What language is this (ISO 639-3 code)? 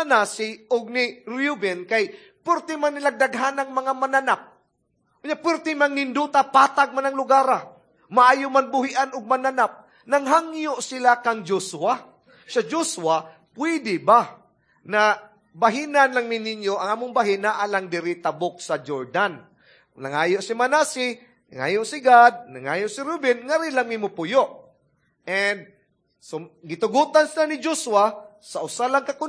ceb